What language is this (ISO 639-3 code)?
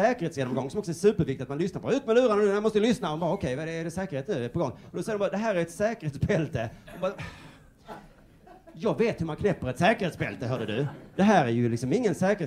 swe